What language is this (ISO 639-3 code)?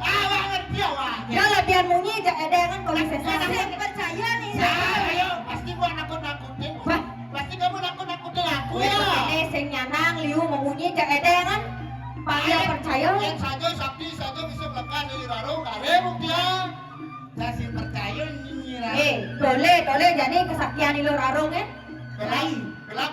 ban